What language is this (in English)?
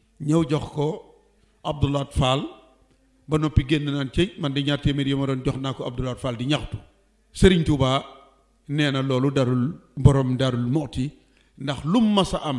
Wolof